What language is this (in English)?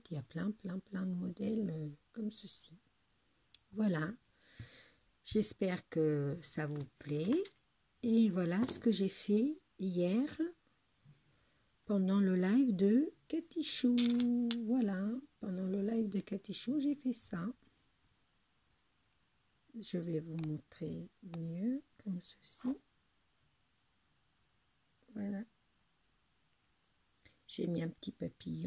French